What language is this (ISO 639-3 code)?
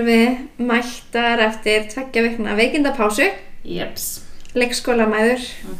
isl